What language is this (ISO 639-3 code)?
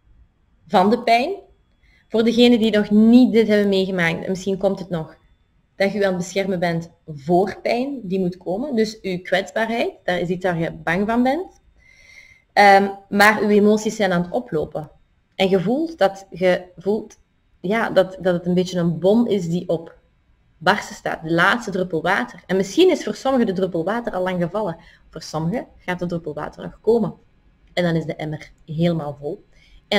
nld